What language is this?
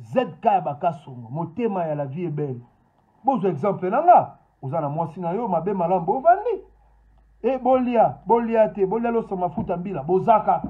Lingala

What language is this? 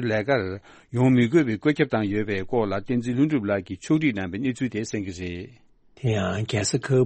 Tibetan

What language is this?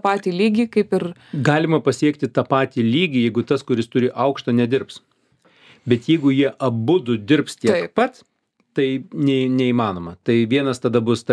Lithuanian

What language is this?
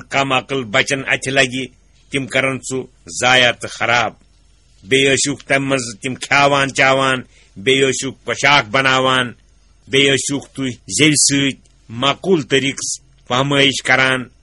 Kashmiri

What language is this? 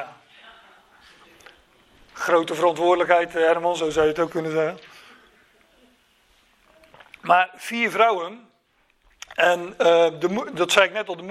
Dutch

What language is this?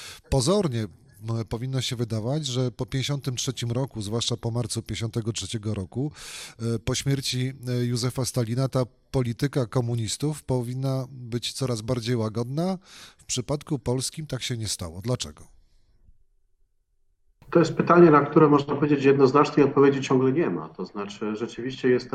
Polish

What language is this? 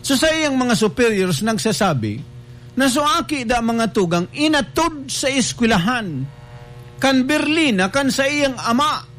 Bikol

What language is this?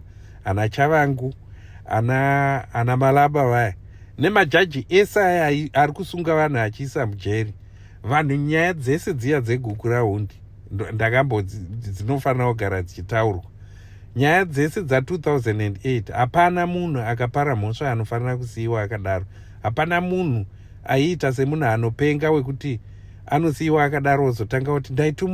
Shona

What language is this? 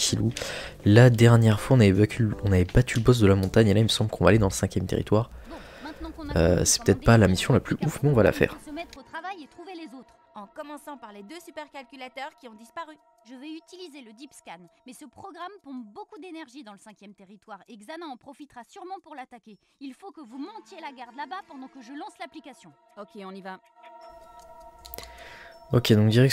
French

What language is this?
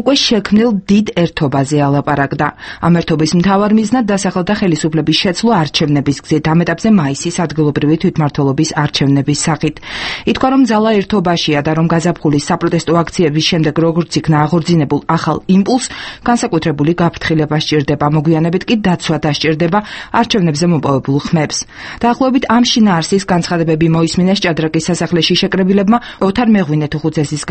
Georgian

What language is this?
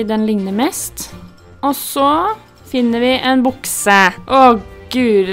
Norwegian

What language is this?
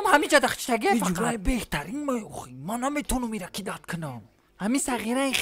Tajik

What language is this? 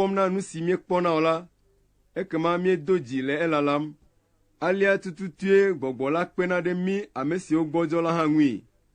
Ewe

